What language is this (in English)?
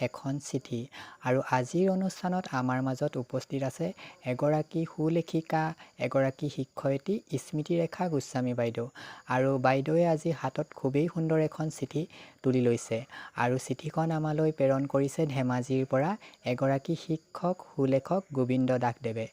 Assamese